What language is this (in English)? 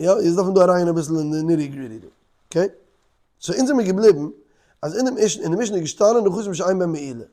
Yiddish